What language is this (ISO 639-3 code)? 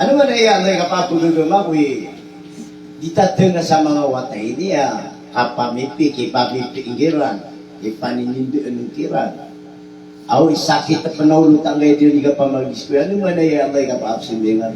mrw